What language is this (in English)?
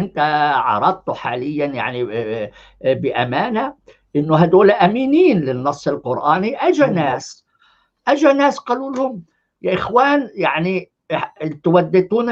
North Levantine Arabic